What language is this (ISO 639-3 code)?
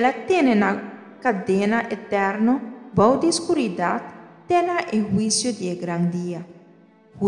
pap